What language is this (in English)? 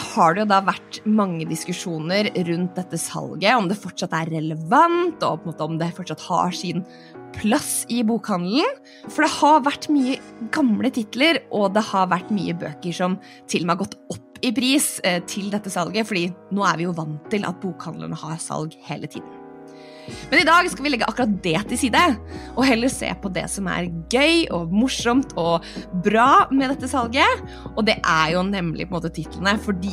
Norwegian